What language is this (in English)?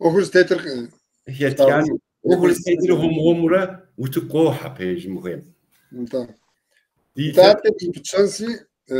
Kabardian